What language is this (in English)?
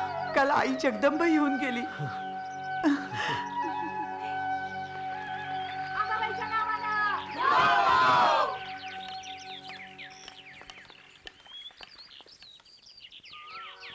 Marathi